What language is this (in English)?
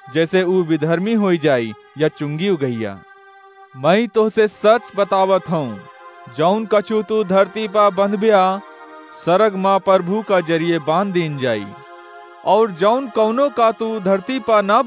Awadhi